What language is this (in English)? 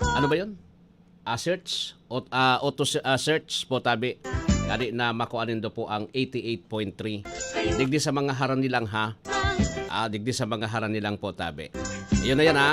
Bikol